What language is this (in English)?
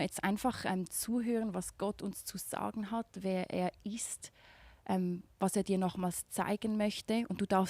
Swiss German